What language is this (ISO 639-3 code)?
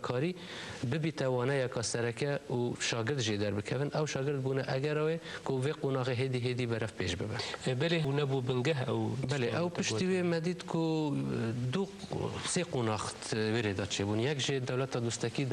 kur